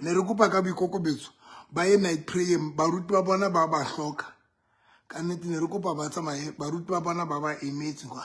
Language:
Southern Sotho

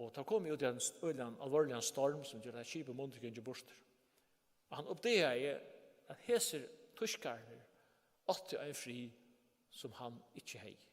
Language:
Faroese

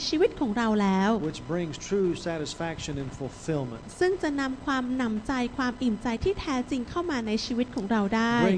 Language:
Thai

